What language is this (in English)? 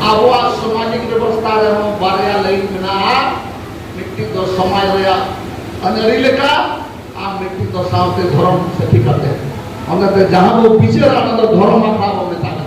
Santali